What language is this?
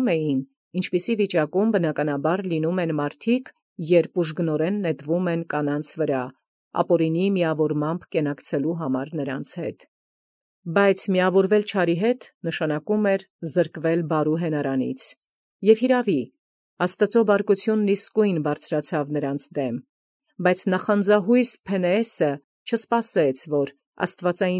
Armenian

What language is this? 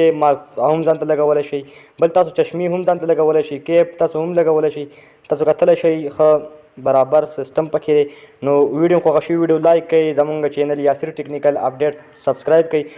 Pashto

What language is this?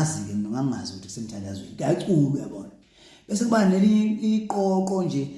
Zulu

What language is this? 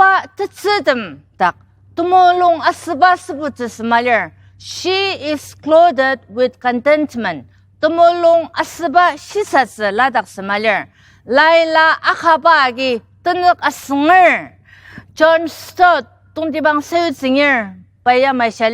Ao Naga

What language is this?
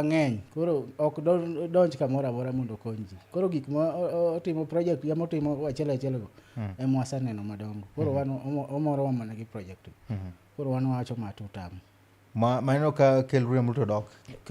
Luo (Kenya and Tanzania)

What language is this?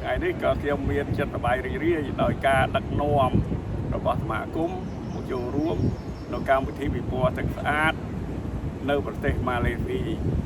Khmer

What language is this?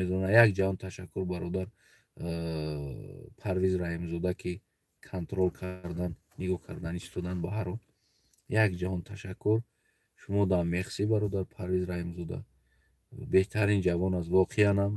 Tajik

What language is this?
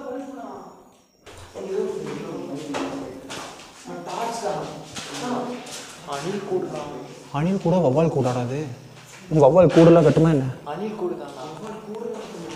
Tamil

